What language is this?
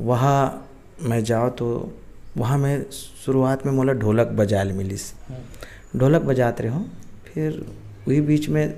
Chhattisgarhi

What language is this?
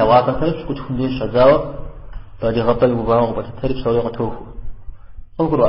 Kabardian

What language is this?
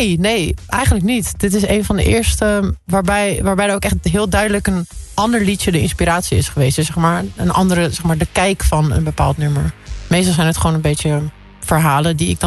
Dutch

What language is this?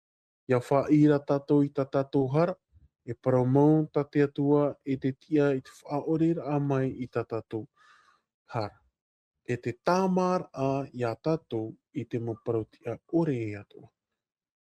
Tahitian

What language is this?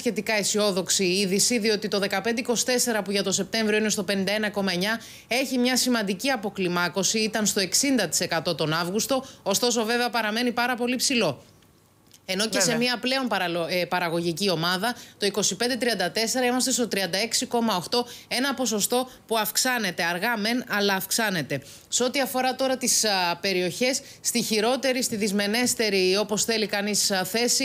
Greek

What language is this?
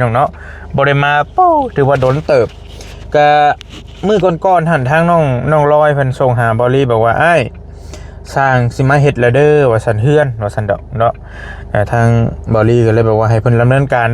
Northeastern Thai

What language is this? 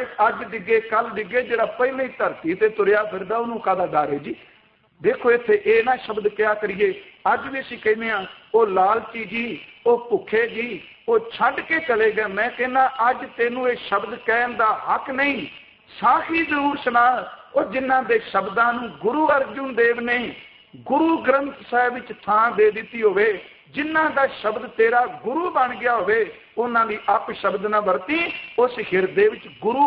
Punjabi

